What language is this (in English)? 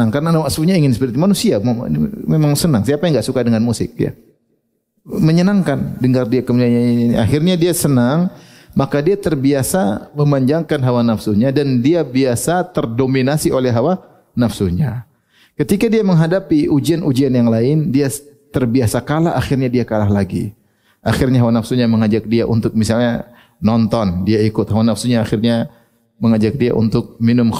Indonesian